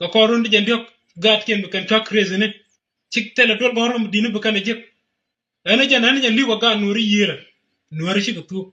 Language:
Nuer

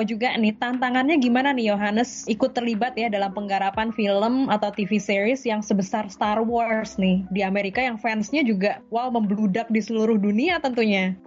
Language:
Indonesian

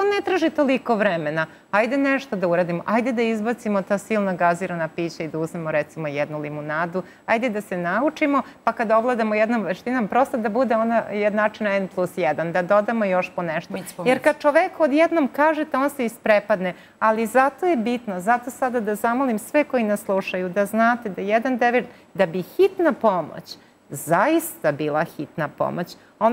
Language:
Serbian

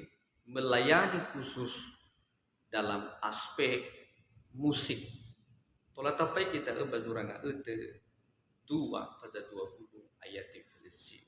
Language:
Nias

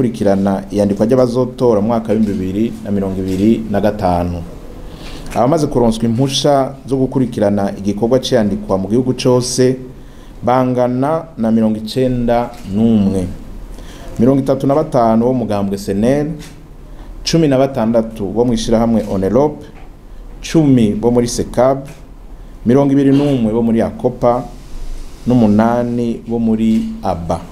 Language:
Rundi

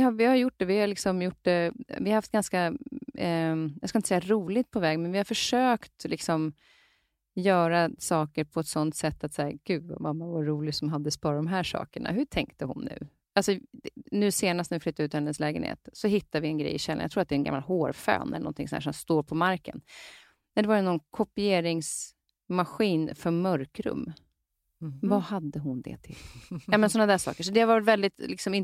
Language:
Swedish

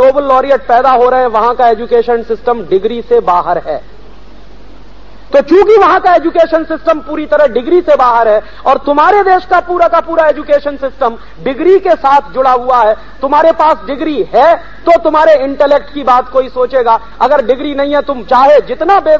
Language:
Hindi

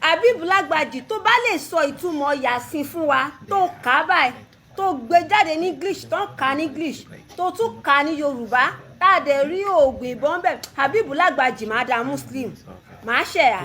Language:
Yoruba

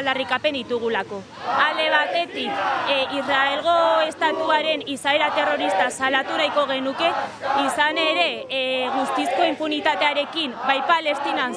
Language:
Basque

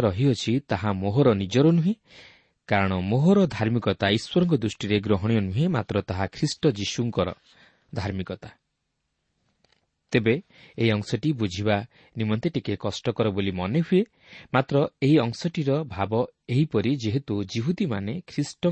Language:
Odia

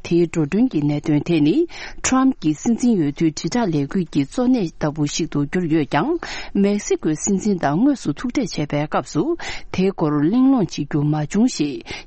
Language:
Tibetan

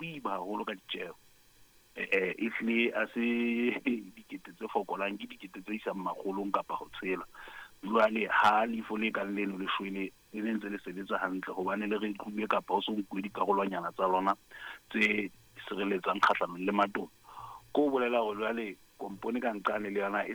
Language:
Southern Sotho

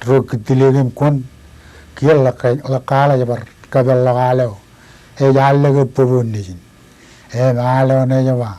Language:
Marshallese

